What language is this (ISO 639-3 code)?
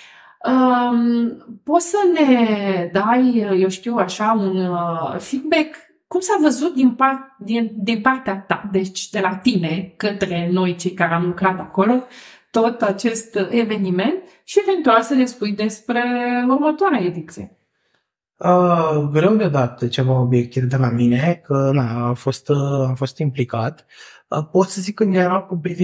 ron